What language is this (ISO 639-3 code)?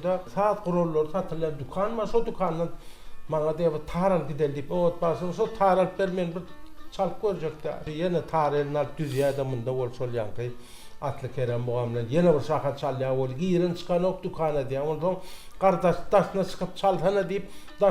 tuk